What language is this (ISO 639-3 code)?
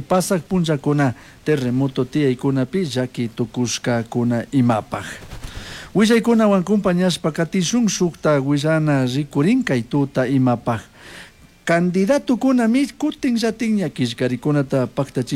qug